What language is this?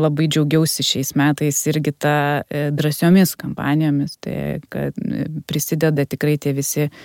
Lithuanian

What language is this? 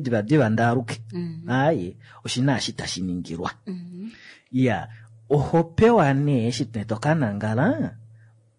Kuanyama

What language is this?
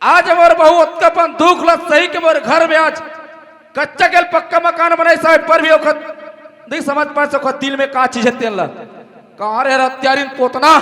Chhattisgarhi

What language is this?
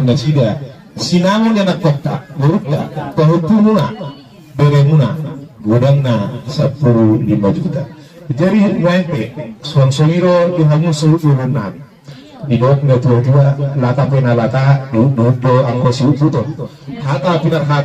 Batak Toba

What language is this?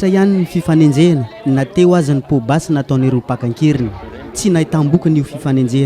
Malagasy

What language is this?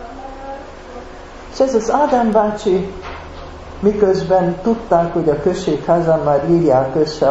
Hungarian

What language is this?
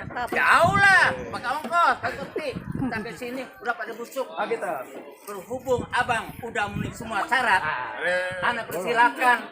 Betawi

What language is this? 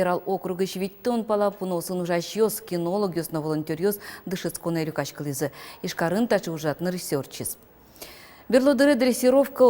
Udmurt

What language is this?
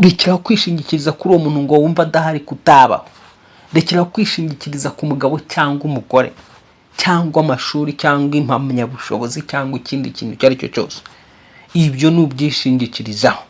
Kinyarwanda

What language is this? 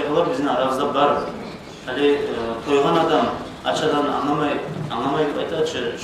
Kumyk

